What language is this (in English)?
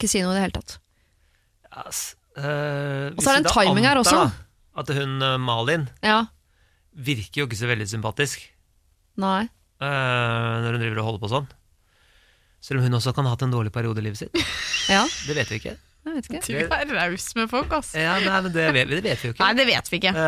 Norwegian